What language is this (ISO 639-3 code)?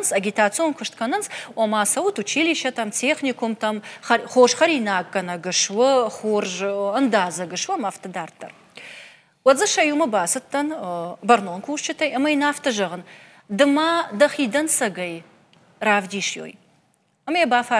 oss